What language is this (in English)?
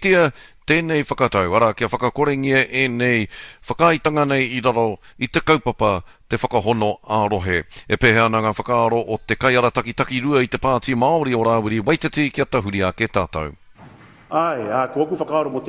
Māori